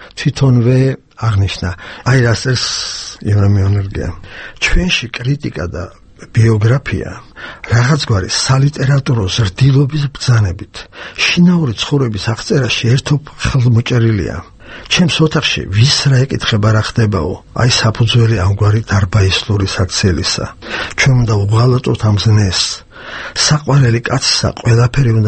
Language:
Georgian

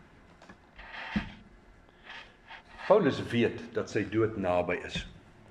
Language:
Afrikaans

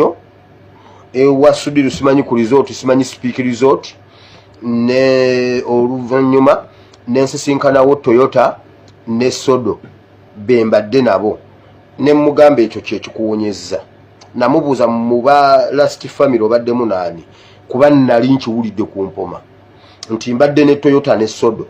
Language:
Ganda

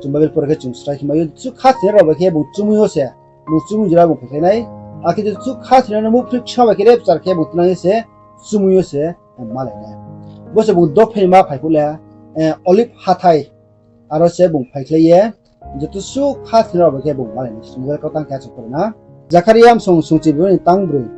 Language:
Riang (India)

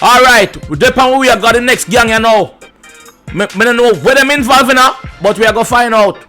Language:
Jamaican Creole English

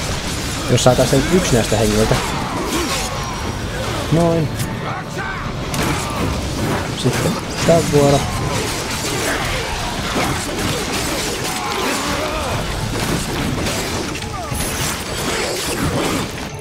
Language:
Finnish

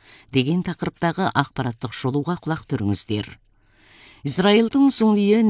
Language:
Kazakh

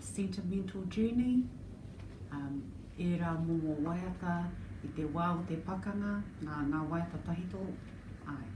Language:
Māori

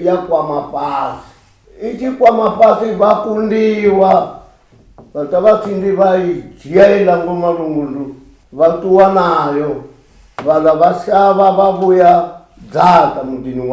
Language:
Venda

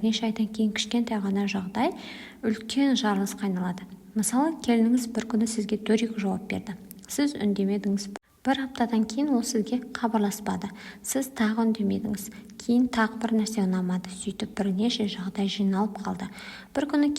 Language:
Kazakh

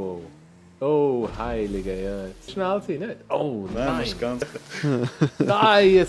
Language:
Swiss German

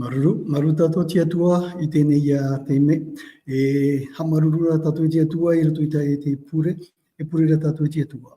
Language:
Tahitian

